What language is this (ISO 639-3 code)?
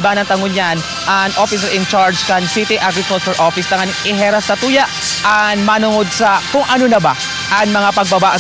bik